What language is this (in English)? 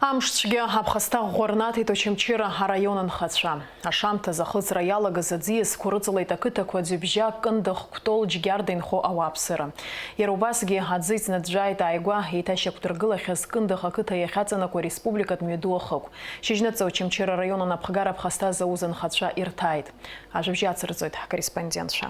Abkhazian